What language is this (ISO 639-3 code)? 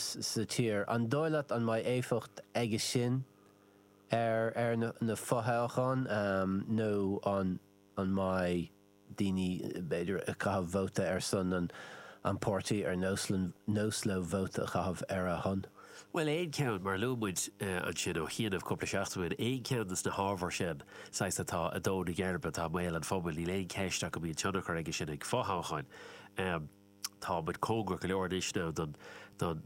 gle